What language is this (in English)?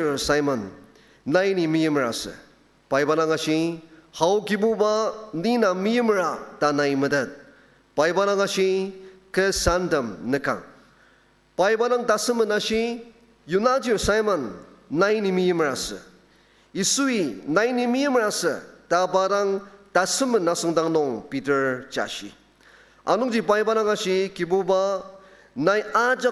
Ao Naga